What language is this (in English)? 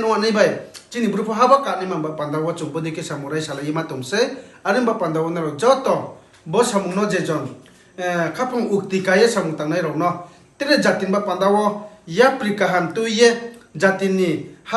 Riang (India)